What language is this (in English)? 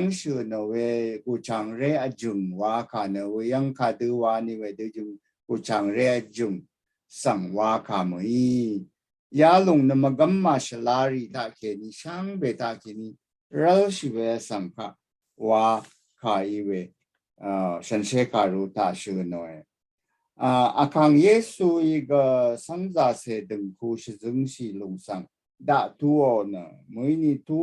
Rawang